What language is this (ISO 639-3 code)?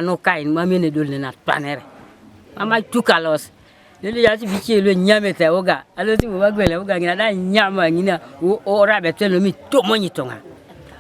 teo